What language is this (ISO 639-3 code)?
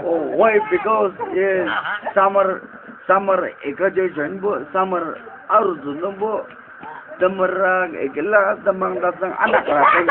nag